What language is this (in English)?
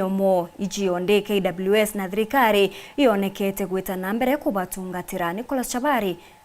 Meru